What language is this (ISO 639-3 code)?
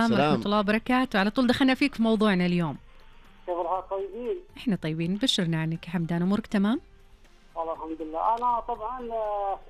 ars